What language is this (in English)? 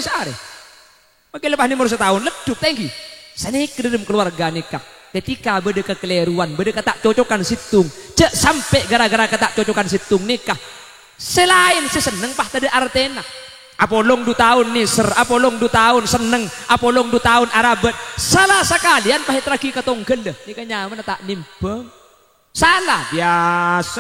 Madurese